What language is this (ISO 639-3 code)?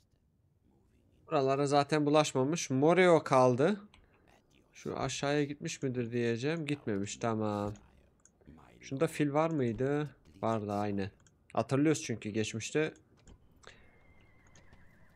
tur